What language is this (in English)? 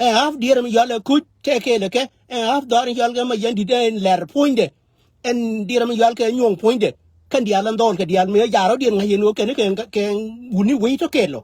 Nuer